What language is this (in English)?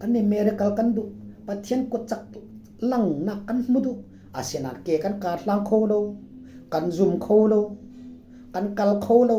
Falam Chin